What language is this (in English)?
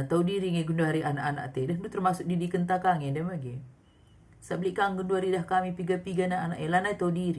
Batak Karo